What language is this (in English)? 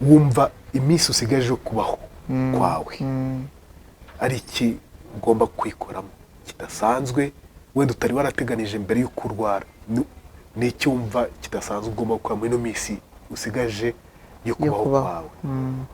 Kinyarwanda